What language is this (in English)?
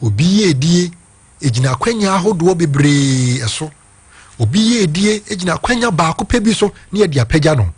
Akan